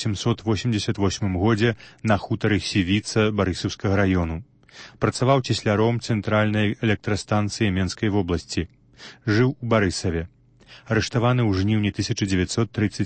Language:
Belarusian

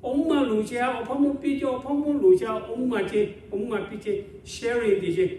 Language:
Lahu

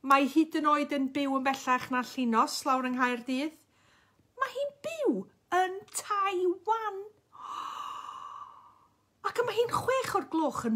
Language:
Welsh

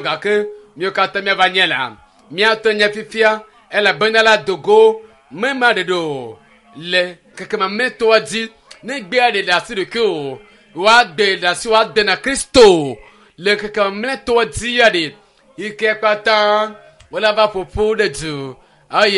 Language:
Ewe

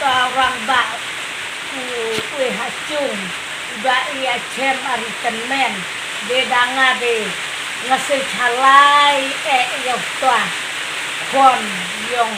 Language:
Khasi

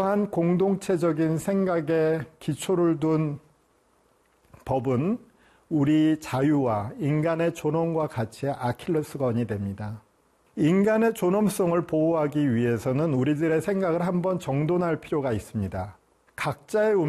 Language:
Korean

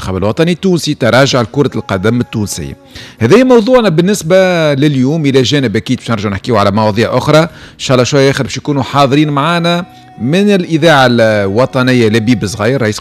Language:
Tunisian Arabic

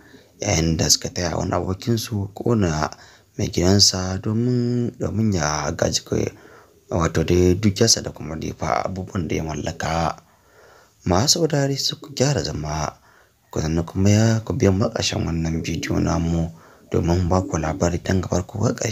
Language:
Hausa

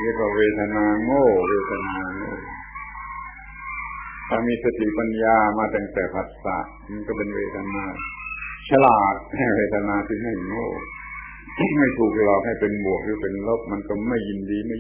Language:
Thai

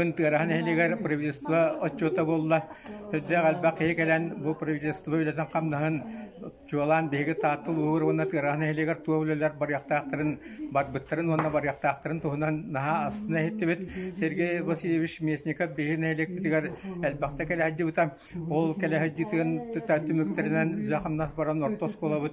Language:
Yakut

